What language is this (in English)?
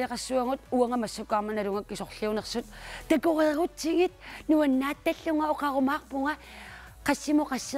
Kalaallisut